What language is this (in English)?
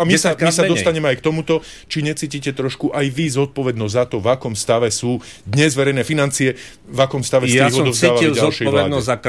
Slovak